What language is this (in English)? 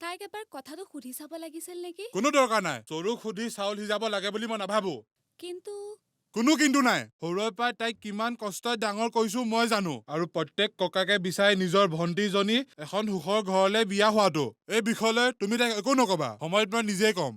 Assamese